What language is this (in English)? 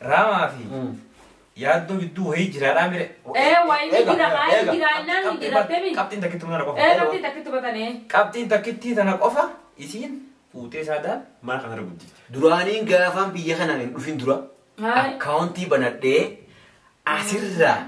Oromo